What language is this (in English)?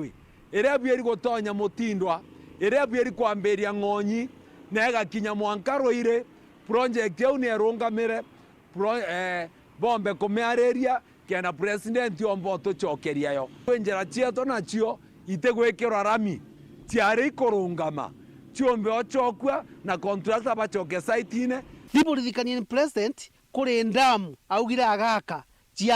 Meru